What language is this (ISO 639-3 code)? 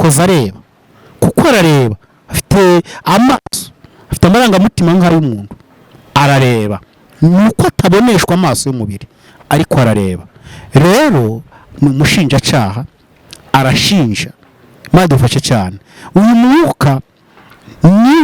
kin